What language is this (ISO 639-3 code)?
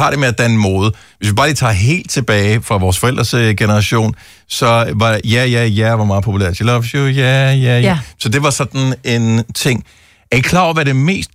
dan